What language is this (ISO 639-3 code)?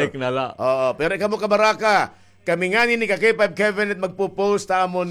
war